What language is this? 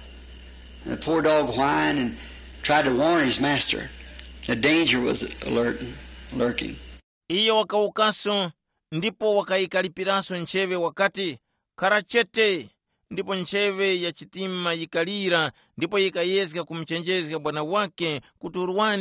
Tumbuka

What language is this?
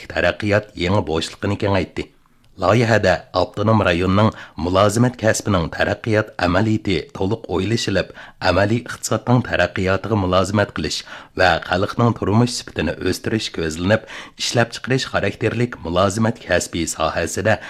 Uyghur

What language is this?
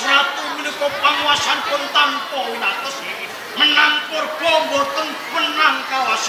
Javanese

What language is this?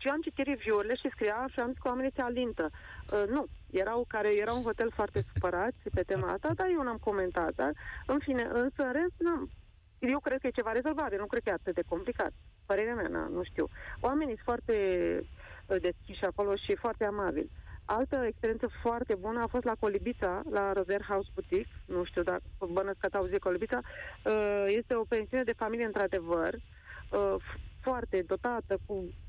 Romanian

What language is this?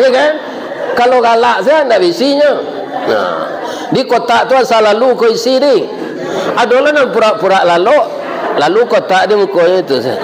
Minangkabau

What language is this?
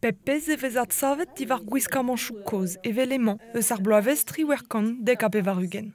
Breton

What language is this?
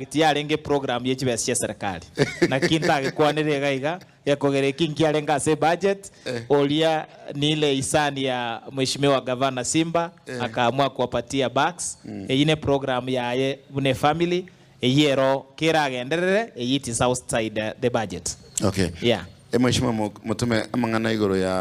Gusii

